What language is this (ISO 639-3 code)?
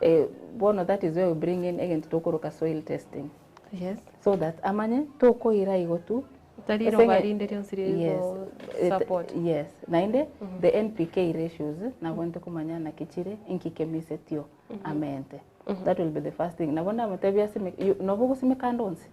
guz